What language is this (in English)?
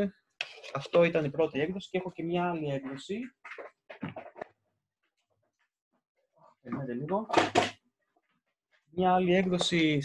Greek